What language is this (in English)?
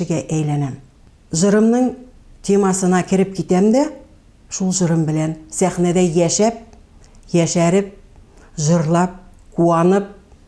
Tatar